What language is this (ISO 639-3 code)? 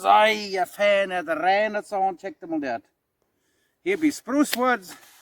pdt